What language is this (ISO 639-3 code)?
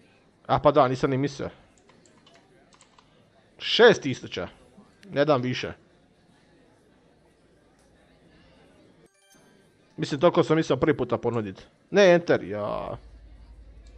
hrv